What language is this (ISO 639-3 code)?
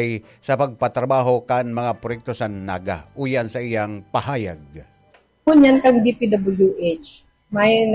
bik